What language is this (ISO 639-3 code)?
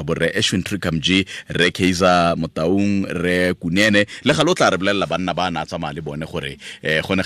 tsn